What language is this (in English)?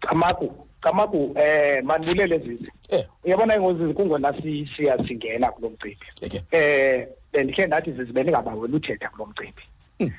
Xhosa